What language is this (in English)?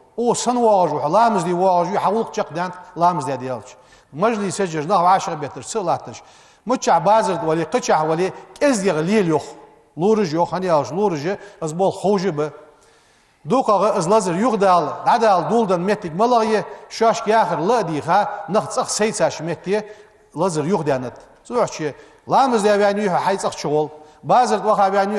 Ingush